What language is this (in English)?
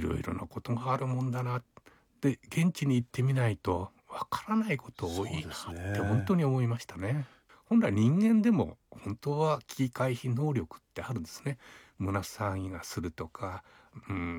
Japanese